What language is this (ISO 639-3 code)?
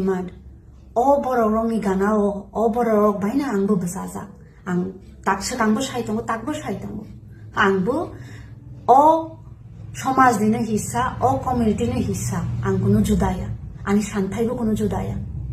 trp